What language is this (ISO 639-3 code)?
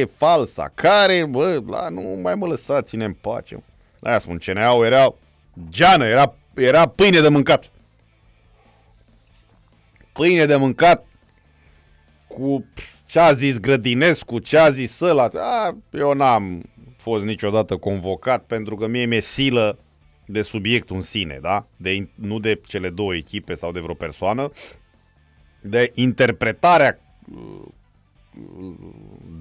ron